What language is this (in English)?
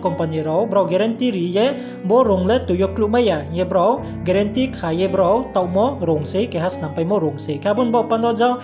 Riang (India)